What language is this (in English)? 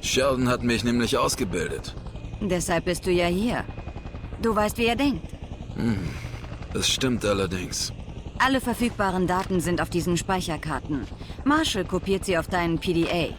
Bavarian